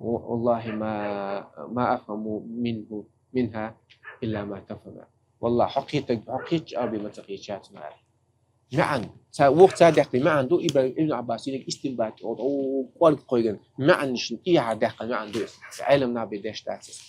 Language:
Chechen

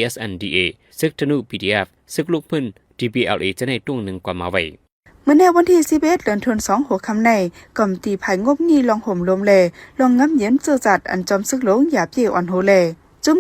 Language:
Shan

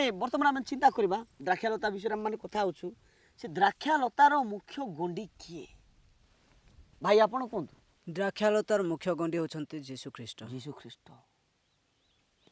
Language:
Odia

